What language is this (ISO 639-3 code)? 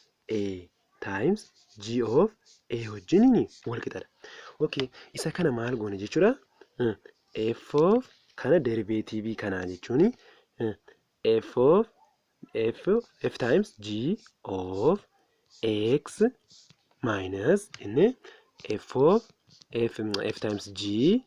orm